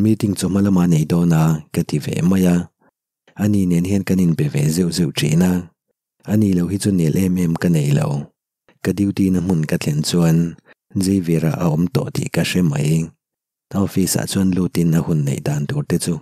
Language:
Mizo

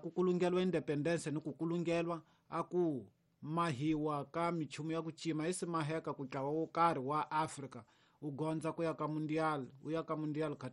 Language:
Tsonga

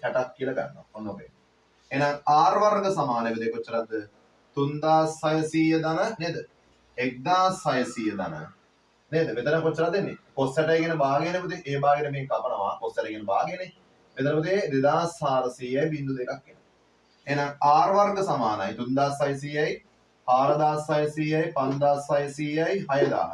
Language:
Sinhala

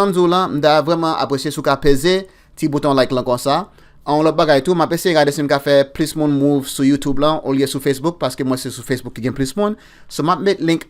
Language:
Haitian Creole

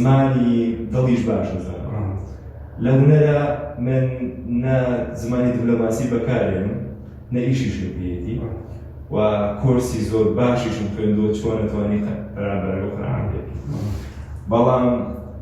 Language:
Central Kurdish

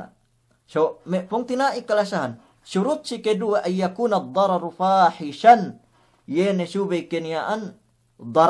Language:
Yakan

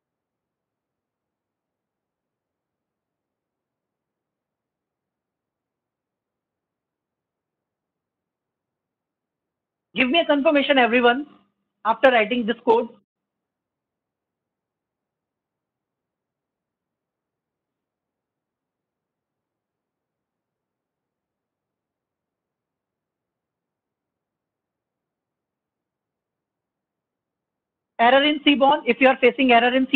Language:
English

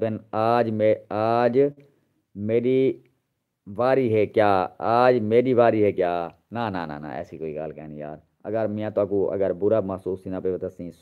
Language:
Saraiki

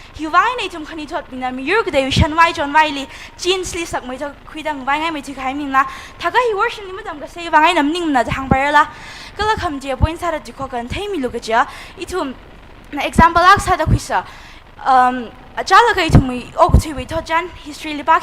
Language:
Tangkhul Naga (India)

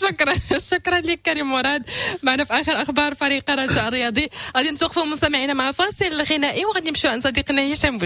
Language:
Moroccan Arabic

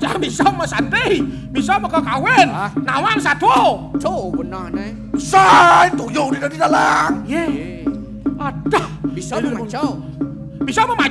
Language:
Balinese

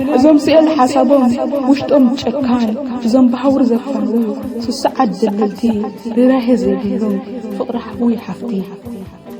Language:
Tigrinya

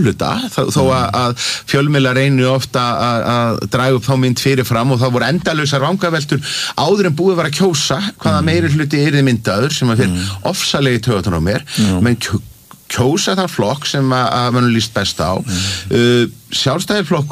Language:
Icelandic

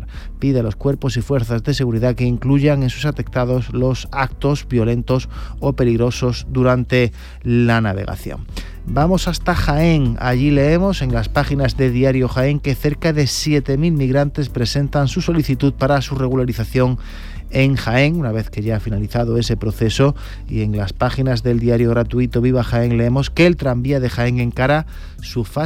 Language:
Spanish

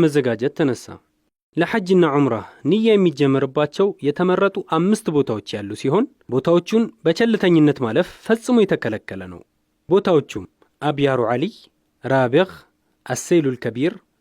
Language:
Amharic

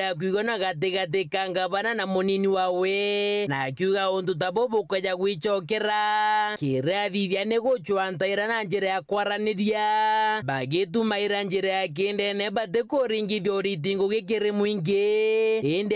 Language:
Meru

